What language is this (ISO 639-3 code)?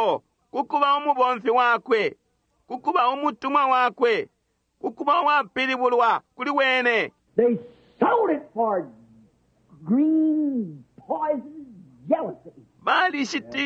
bem